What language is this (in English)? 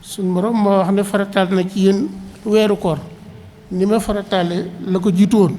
Wolof